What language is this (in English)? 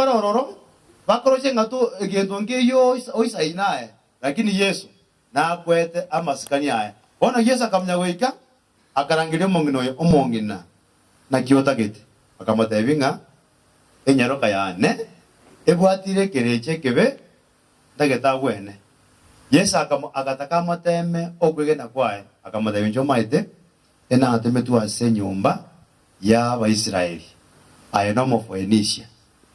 Gusii